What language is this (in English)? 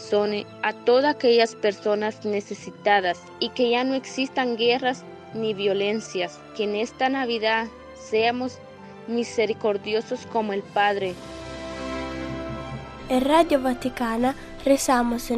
Spanish